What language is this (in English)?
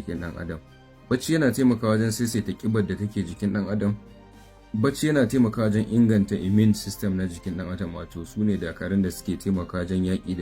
Hausa